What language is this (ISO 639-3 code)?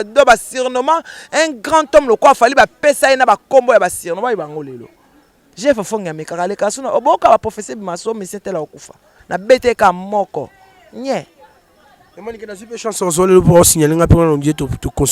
lin